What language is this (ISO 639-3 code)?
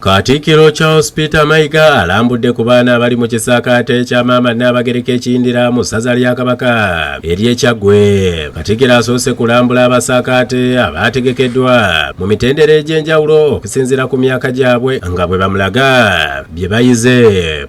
lug